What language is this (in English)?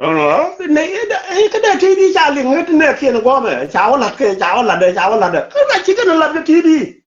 Nuer